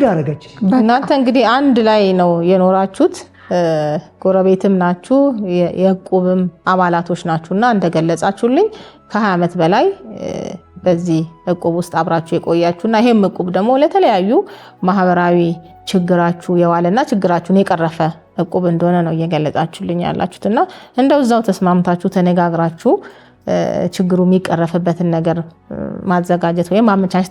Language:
Amharic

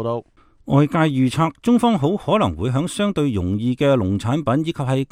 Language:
Cantonese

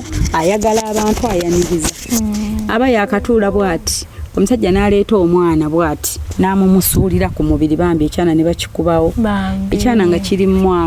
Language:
Ganda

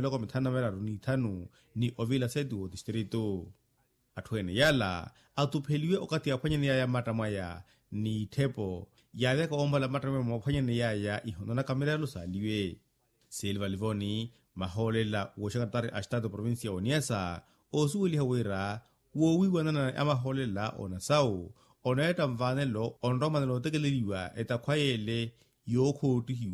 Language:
Makhuwa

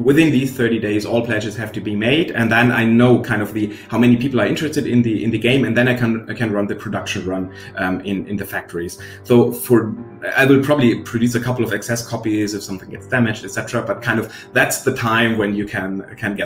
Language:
English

